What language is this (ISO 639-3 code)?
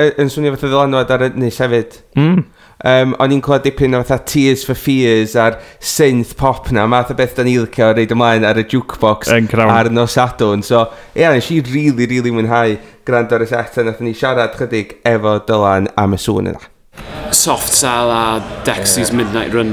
cym